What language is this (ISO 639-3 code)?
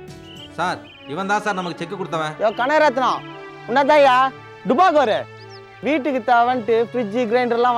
tam